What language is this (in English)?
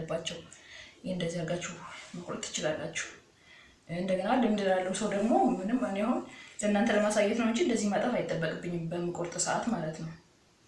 Amharic